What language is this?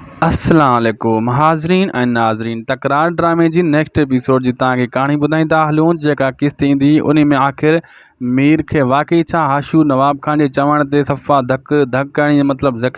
Sindhi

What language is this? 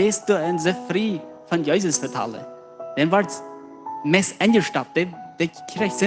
Plautdietsch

